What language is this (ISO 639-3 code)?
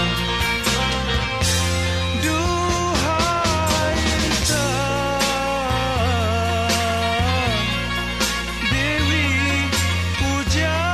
msa